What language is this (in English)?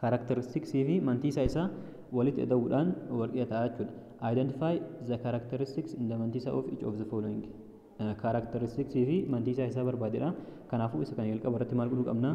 Oromo